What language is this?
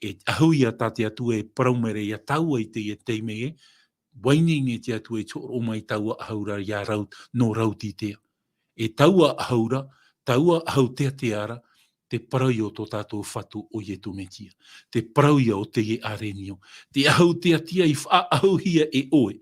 Tahitian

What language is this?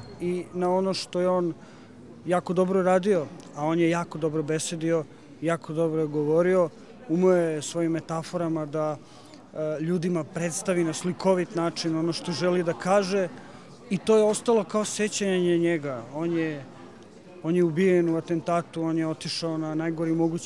Serbian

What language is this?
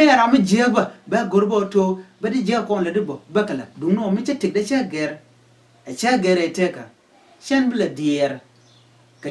Nuer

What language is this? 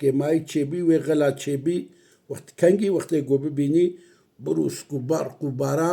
Kurdish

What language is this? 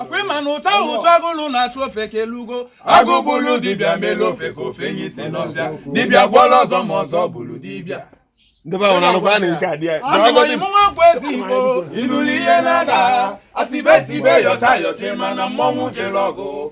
Igbo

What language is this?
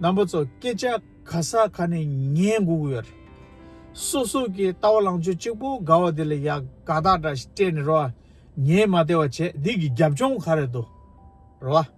Tibetan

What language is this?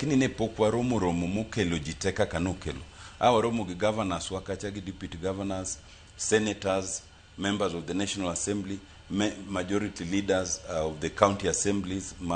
Luo (Kenya and Tanzania)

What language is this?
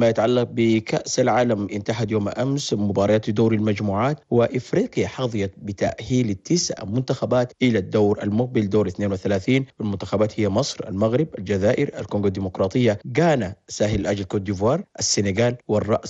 Arabic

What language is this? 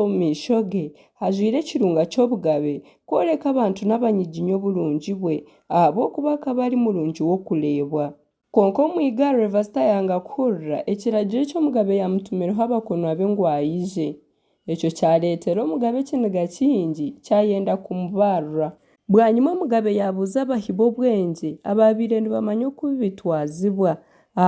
Nyankole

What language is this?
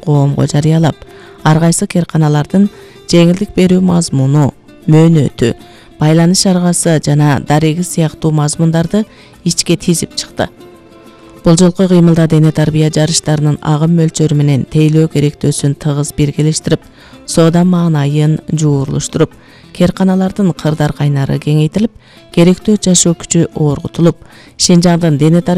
Kyrgyz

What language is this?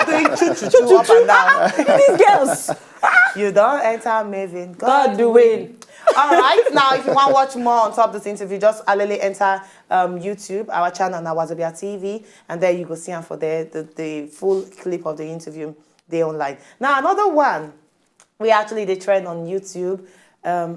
Nigerian Pidgin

